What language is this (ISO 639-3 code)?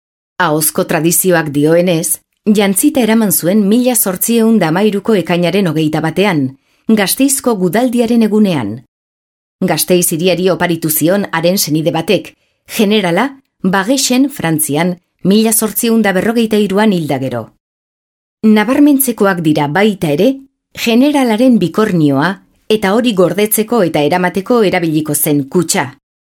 eus